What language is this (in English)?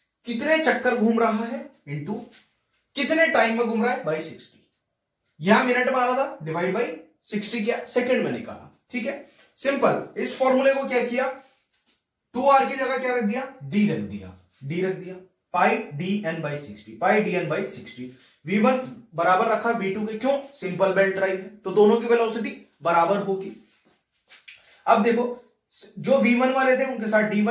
Hindi